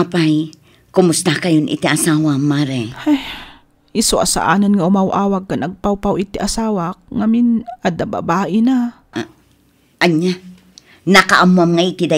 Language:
Iloko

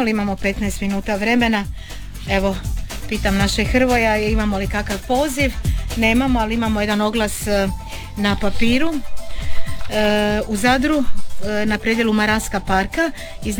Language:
Croatian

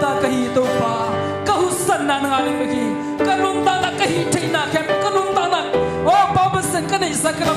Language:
Tedim Chin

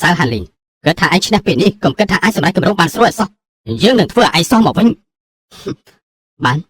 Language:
Khmer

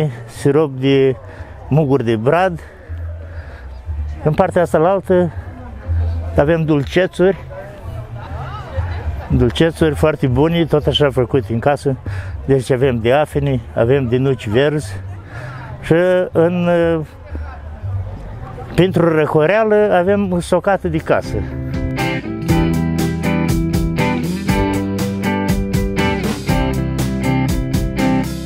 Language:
Romanian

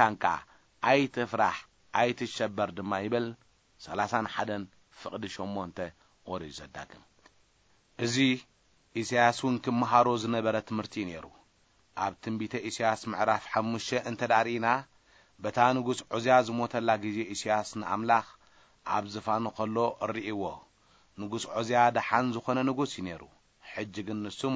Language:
Tigrinya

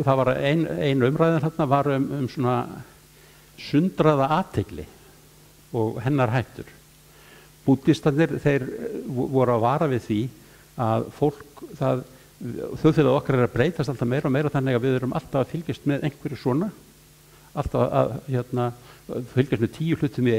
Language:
Icelandic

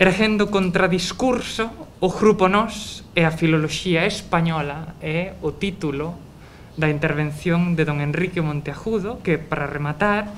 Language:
Galician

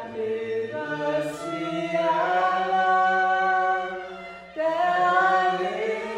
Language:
Danish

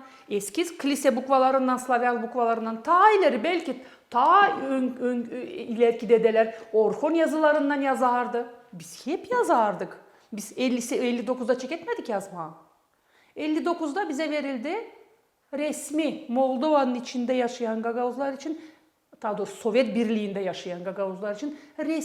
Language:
Gagauz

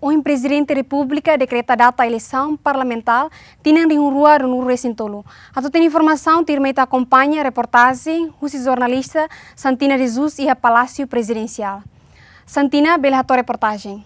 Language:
Tetum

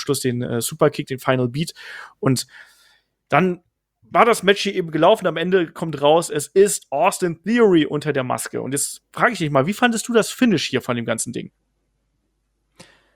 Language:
German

